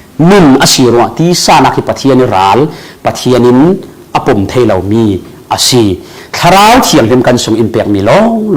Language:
Falam Chin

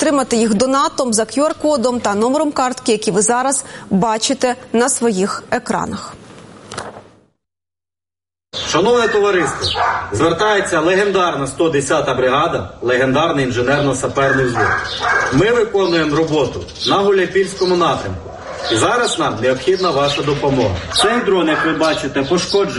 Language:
Ukrainian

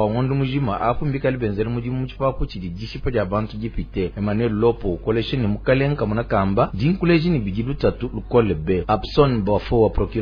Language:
Luba-Lulua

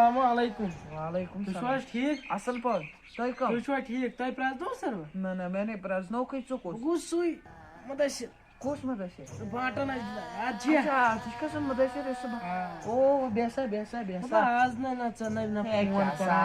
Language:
Kashmiri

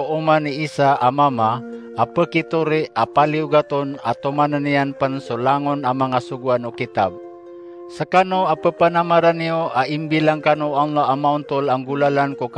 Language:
Maranao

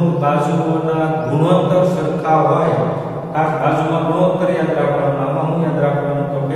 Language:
Gujarati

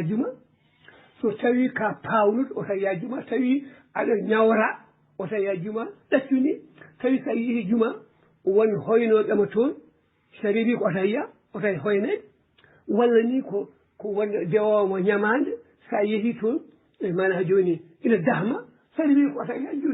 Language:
Fula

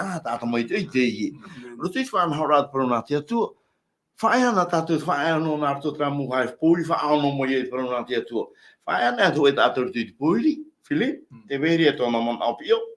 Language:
Tahitian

